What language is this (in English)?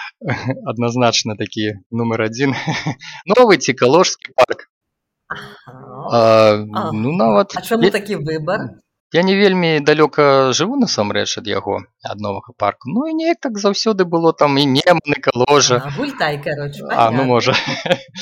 Belarusian